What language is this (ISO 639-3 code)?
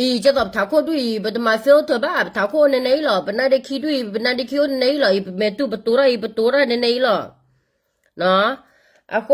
ksw